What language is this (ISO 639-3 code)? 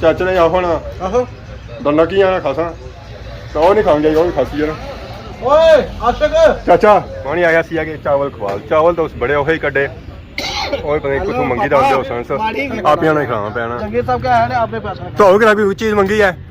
phr